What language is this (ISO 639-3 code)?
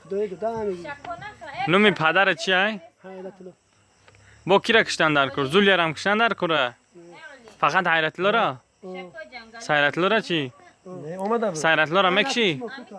tgk